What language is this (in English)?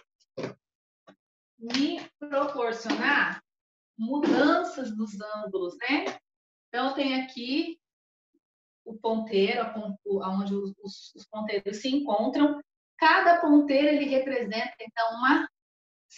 Portuguese